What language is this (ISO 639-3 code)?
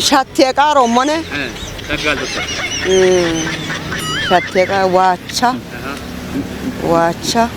kbr